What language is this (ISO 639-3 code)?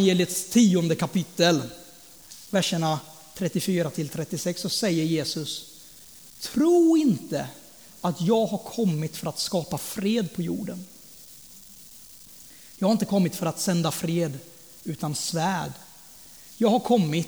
swe